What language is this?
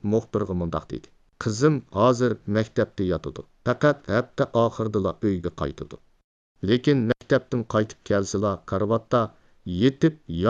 Uyghur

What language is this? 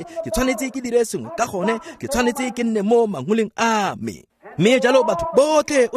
Tswana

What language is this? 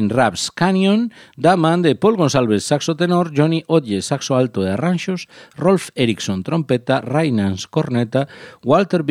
Galician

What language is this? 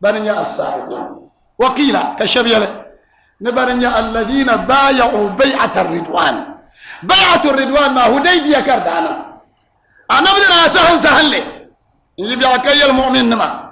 Dagbani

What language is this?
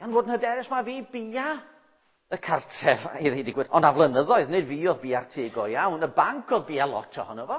Welsh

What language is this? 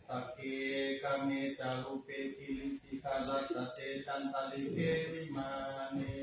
Pali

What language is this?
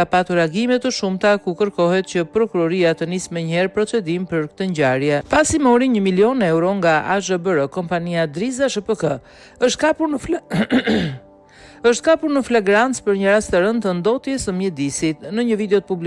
Albanian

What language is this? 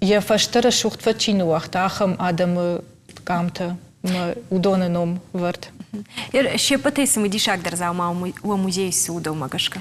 Ossetic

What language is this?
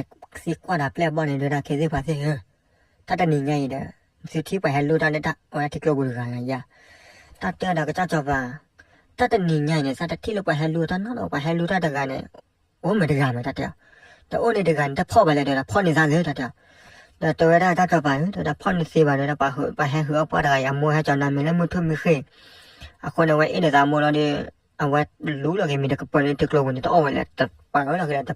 S'gaw Karen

